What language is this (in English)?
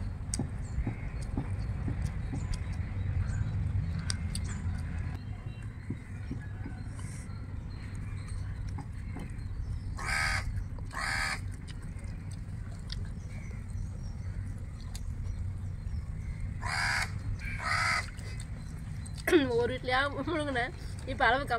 Tamil